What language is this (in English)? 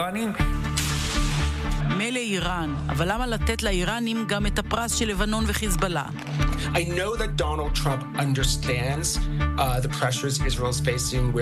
Hebrew